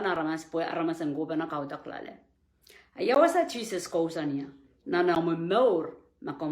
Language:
Pohnpeian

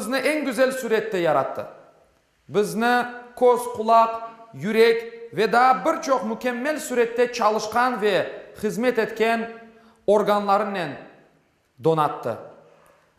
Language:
Crimean Tatar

